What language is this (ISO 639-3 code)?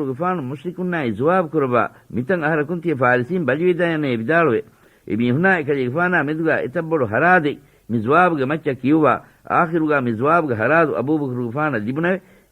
div